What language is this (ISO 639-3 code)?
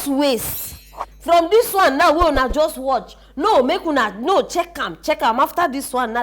pcm